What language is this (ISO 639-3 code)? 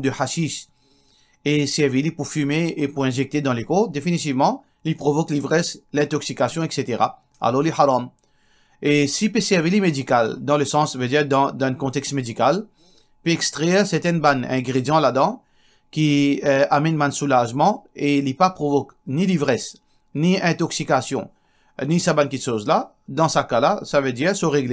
mfe